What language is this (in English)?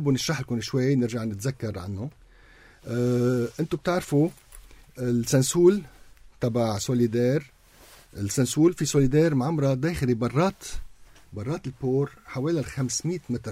North Levantine Arabic